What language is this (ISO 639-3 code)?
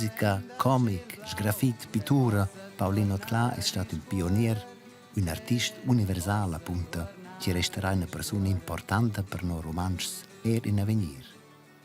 roh